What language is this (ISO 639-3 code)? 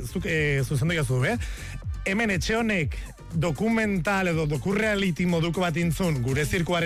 eus